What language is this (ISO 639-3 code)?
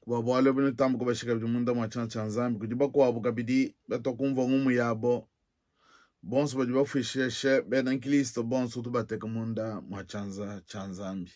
lua